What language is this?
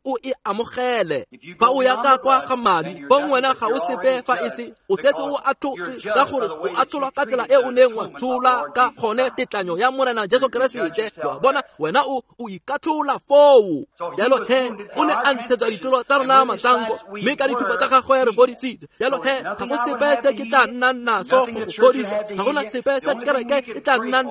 Tswana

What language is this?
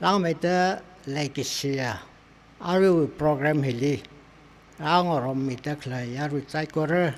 Tangkhul Naga (India)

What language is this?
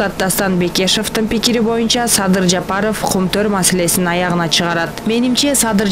Kyrgyz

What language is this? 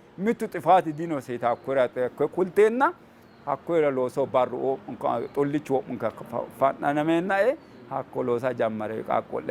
Sidamo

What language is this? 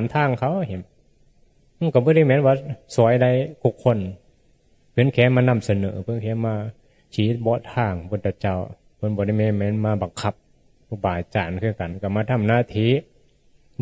Northeastern Thai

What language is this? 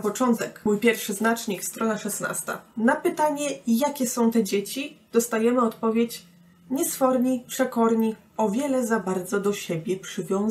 Polish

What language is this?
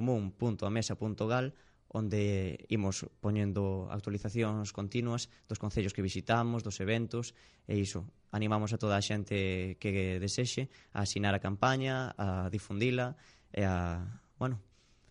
Galician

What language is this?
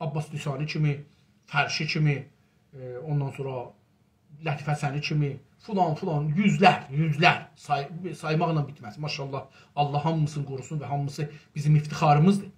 South Azerbaijani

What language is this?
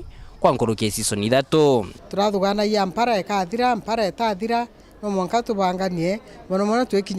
Meru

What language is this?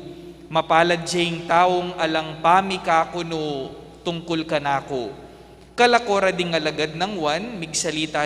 Pampanga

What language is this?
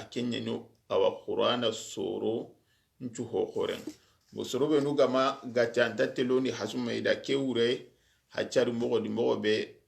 Soninke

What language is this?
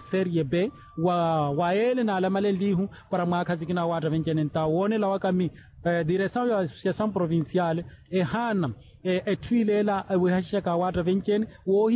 Makhuwa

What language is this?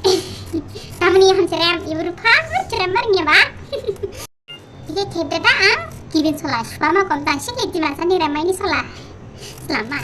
Dimasa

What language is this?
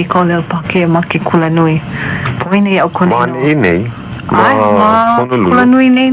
Hawaiian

